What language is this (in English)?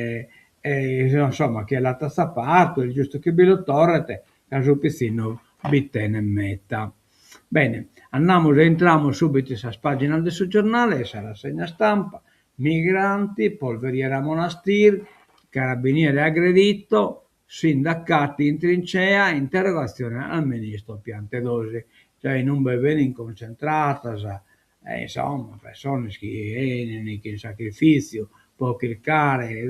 Sardinian